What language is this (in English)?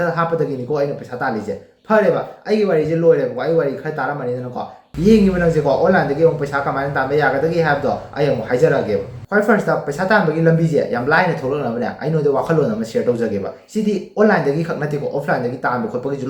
Manipuri